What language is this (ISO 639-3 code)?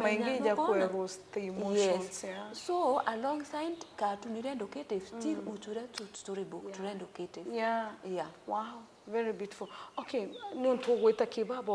mer